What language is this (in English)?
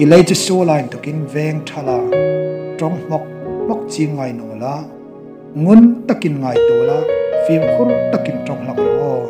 Hmar